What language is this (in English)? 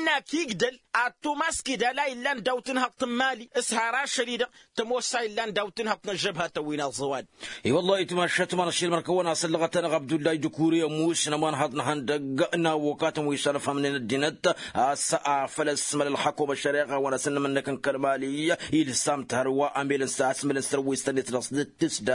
Tamasheq